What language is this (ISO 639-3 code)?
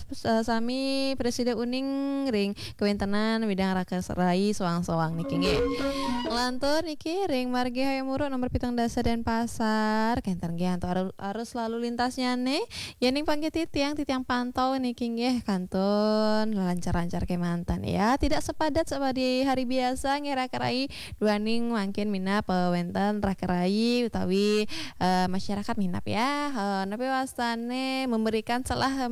ban